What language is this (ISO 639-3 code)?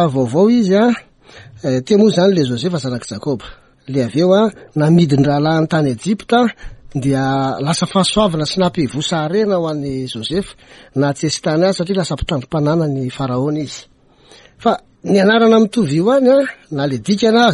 mlg